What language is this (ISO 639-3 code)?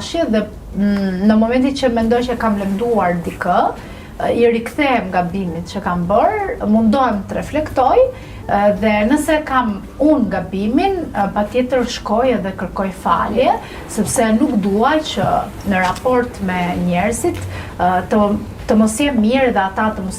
sqi